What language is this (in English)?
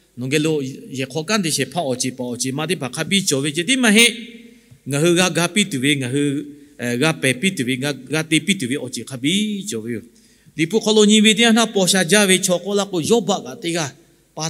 Lahu